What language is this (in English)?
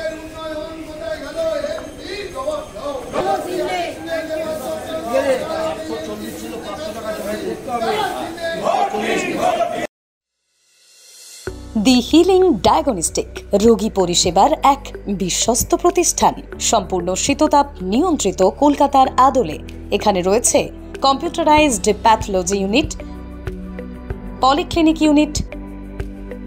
Bangla